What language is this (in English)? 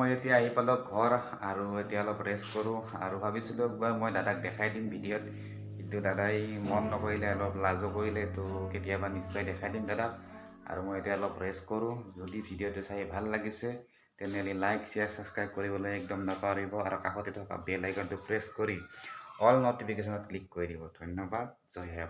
Assamese